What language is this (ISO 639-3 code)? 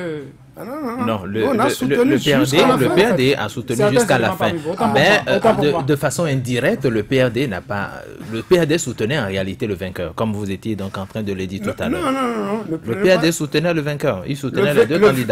fra